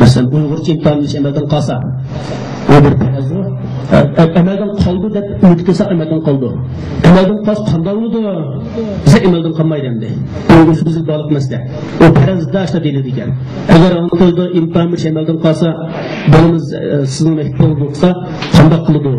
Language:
Uyghur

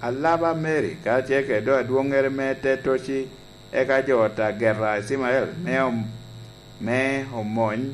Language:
Lango (Uganda)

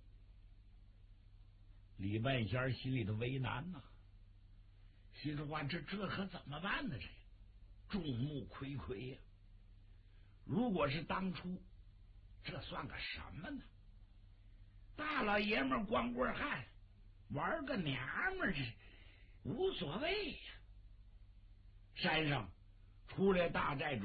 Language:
Chinese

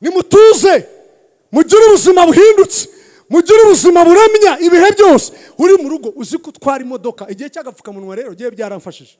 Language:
Kinyarwanda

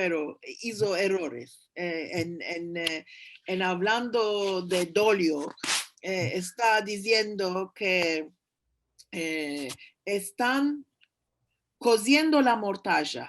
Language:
Ladino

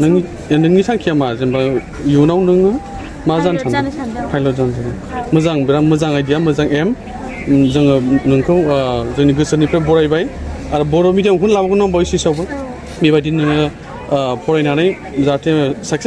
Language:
Bodo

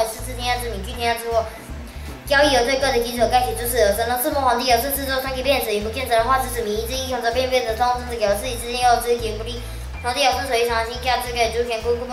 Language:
Literary Chinese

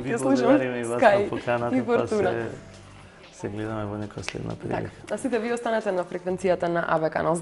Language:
Macedonian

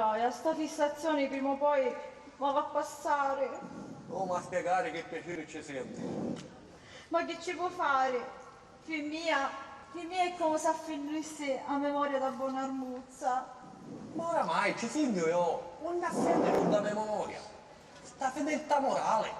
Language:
Sicilian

